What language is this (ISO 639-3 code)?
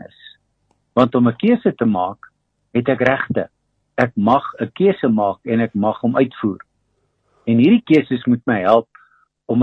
afr